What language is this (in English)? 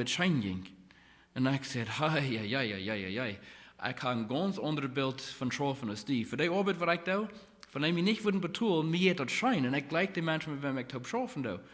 Plautdietsch